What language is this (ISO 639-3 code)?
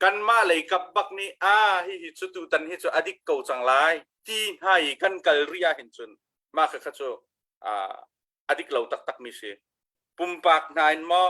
cnh